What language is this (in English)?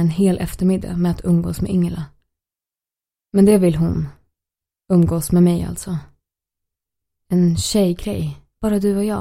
Swedish